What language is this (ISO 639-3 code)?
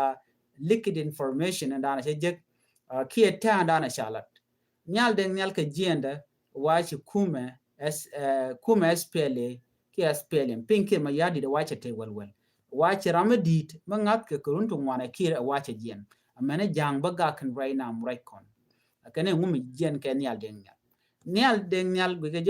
nus